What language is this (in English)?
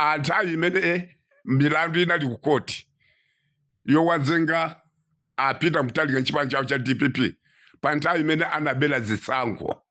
Nyanja